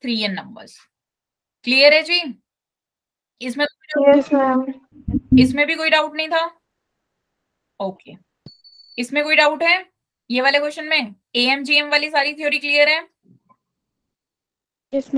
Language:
Hindi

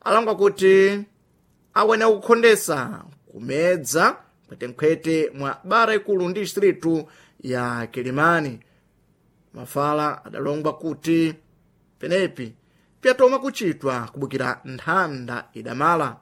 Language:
Sena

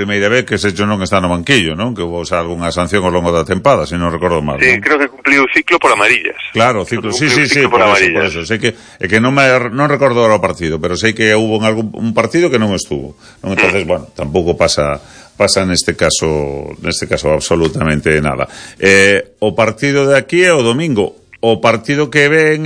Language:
Galician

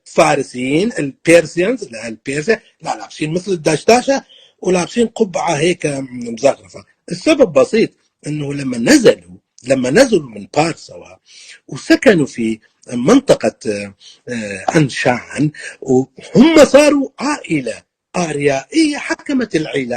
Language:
North Levantine Arabic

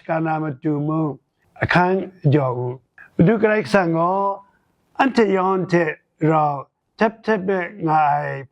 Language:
Kachin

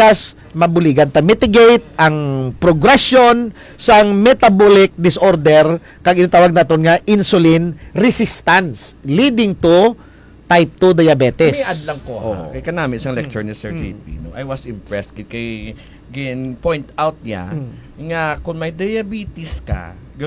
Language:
Hiligaynon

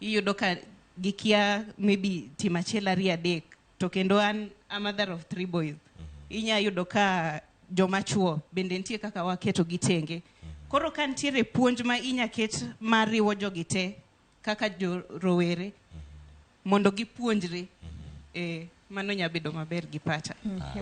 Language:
Luo (Kenya and Tanzania)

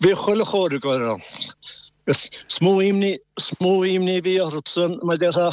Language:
Irish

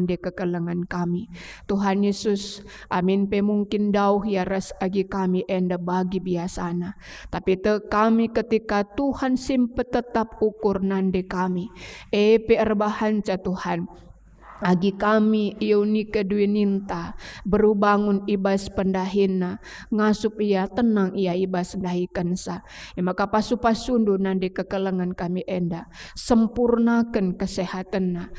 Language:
Batak Karo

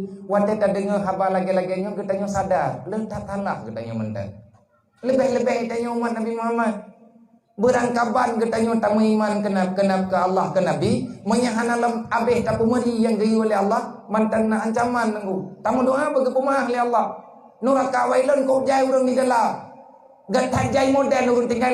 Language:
Achinese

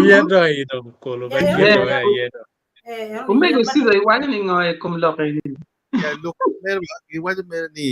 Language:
Acoli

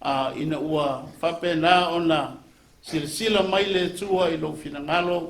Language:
Samoan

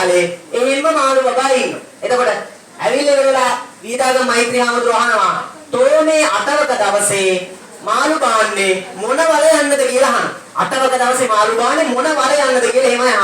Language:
Sinhala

